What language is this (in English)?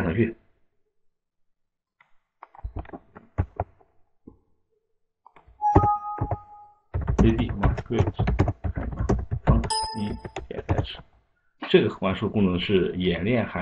Chinese